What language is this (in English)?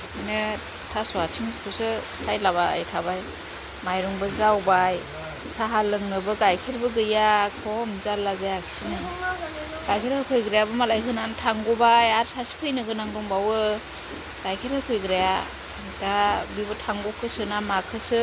Bodo